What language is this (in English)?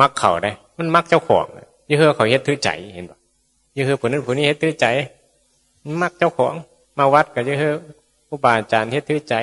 Northeastern Thai